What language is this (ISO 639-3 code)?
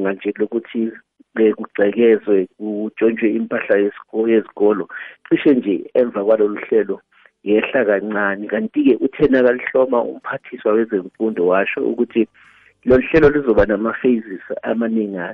nbl